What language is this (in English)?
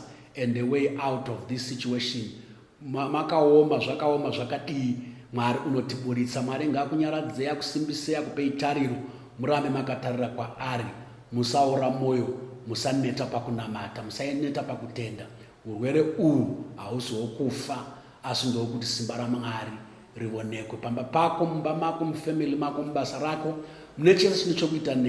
Shona